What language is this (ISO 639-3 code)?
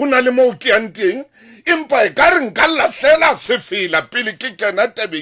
sot